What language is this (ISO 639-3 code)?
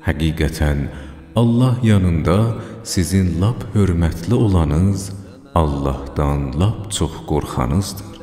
azb